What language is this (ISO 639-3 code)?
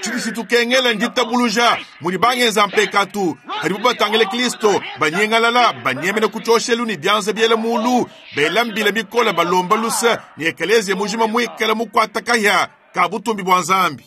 lua